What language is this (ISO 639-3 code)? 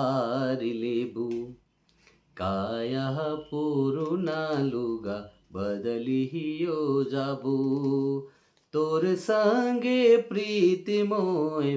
sck